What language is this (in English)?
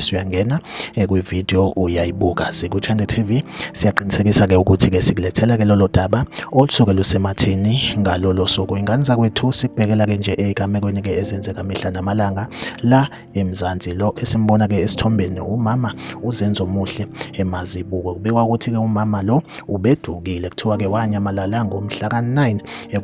Zulu